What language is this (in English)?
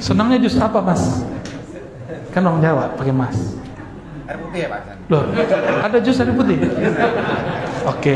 Indonesian